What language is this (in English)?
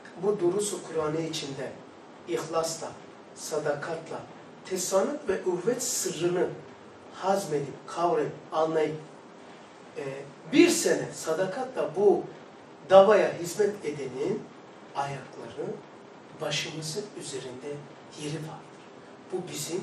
Turkish